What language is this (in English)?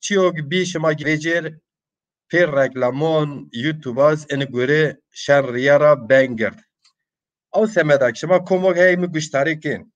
Zaza